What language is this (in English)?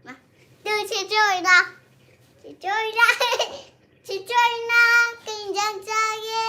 Manipuri